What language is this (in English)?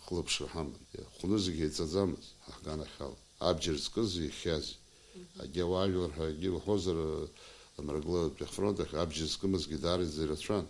Abkhazian